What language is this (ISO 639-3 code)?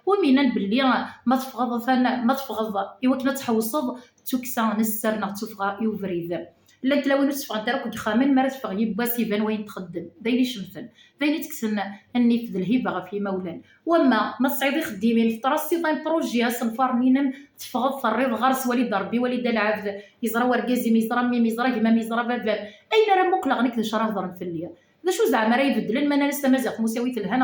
kab